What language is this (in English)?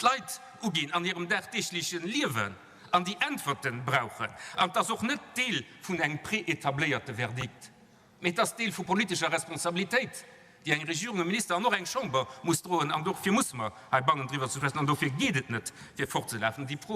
Luxembourgish